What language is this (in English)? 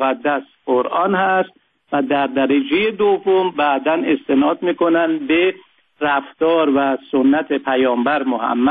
Persian